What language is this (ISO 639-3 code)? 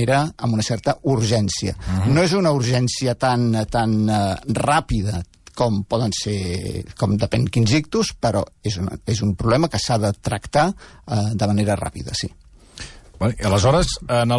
cat